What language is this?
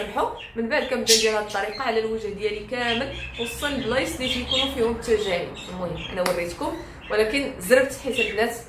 Moroccan Arabic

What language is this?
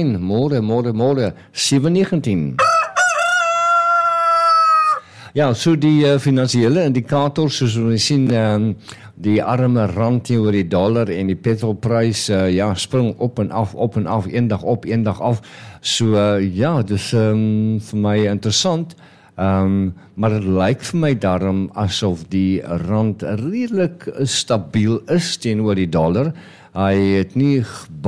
Afrikaans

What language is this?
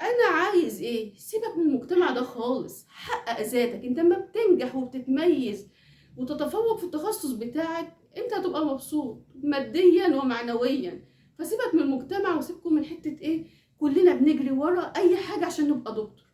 Egyptian Arabic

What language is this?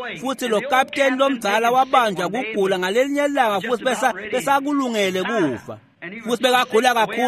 Swati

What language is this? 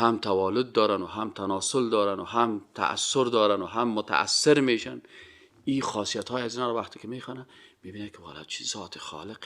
Persian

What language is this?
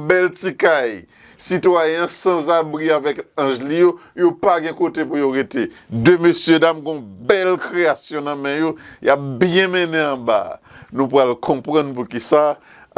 Haitian Creole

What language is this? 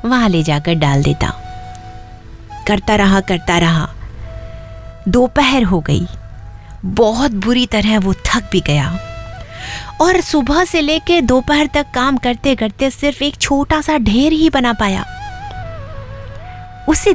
Hindi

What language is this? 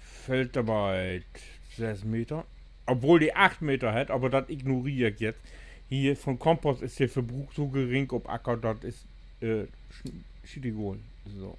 Low German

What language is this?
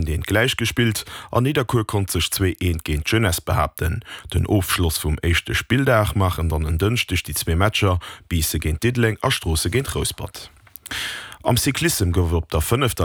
Luxembourgish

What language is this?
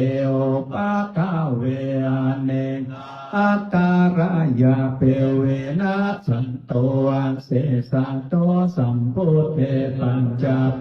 Pali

